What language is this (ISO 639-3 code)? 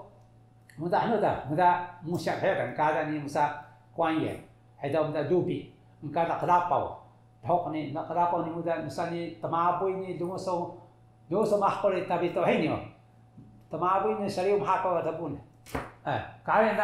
trv